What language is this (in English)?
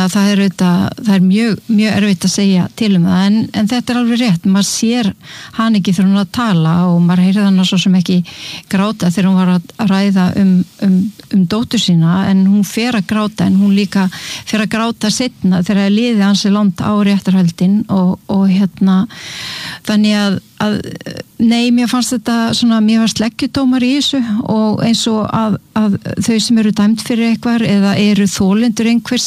Icelandic